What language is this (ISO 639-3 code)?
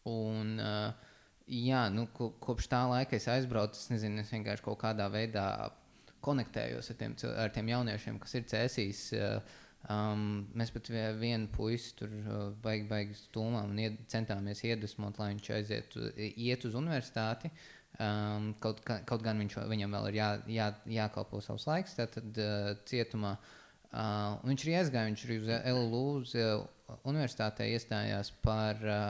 lav